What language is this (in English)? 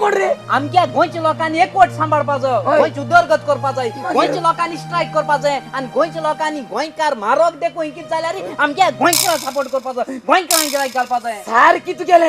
Konkani